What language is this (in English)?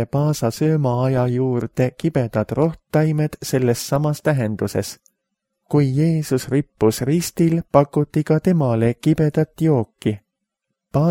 Estonian